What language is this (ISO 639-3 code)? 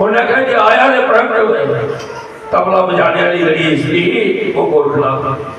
doi